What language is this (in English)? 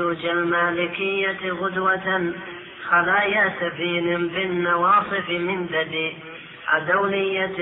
Arabic